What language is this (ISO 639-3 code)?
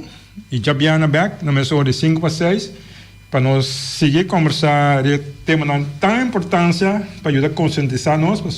pap